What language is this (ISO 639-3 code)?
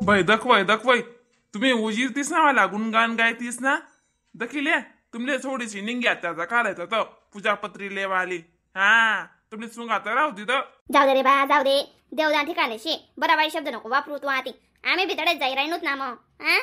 khn